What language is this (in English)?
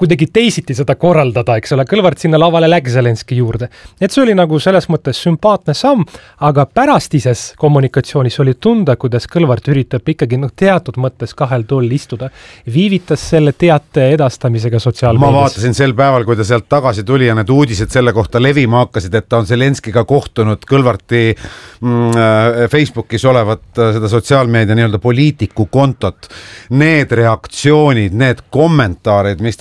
Estonian